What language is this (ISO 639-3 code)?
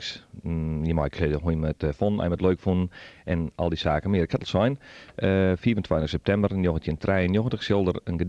fry